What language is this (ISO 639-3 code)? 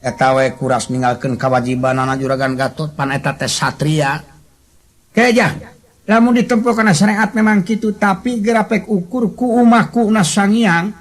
sun